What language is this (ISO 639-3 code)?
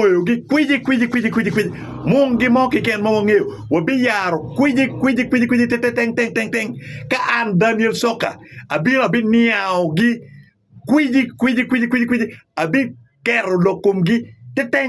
ach